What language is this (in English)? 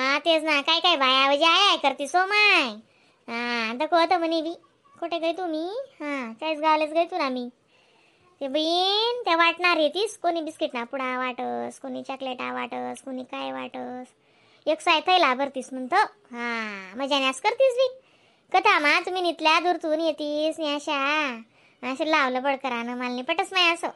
Khandesi